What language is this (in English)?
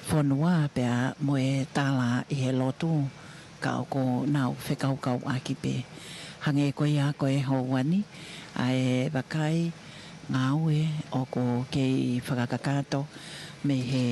Tongan